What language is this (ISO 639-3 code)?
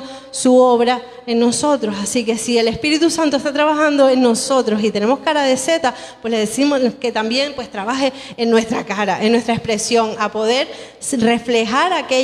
spa